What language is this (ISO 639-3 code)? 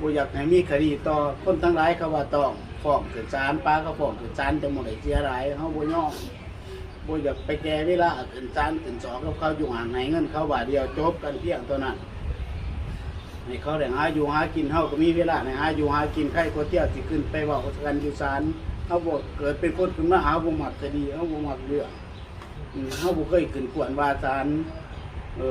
lao